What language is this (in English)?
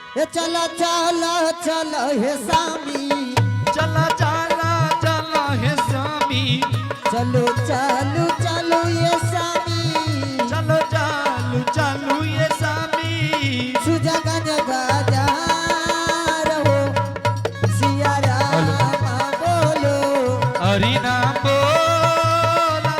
Angika